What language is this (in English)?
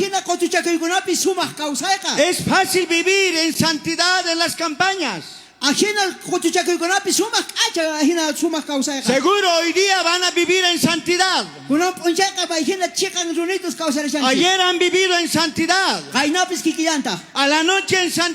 South Bolivian Quechua